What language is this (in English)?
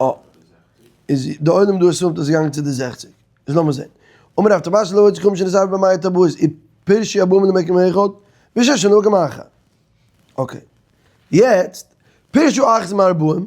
Yiddish